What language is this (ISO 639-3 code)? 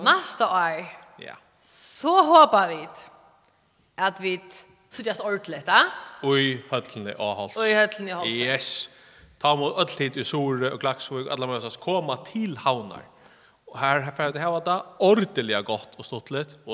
fao